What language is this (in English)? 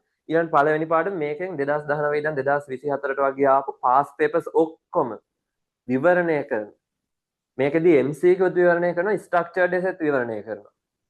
Sinhala